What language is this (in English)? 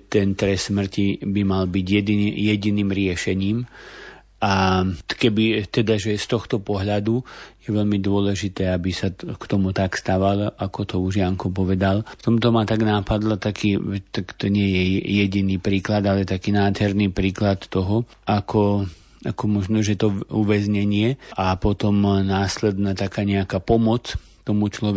Slovak